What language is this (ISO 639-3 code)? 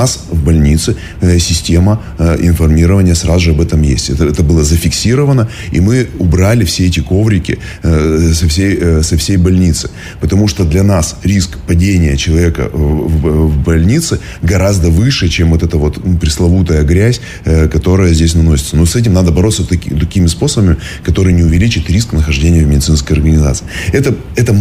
rus